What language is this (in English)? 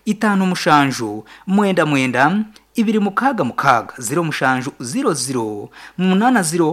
Nyankole